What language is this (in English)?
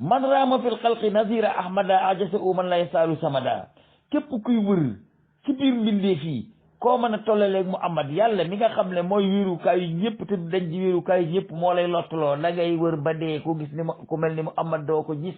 Wolof